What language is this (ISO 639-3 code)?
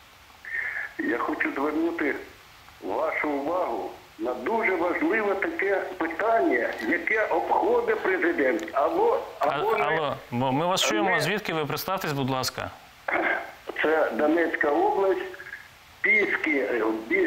ukr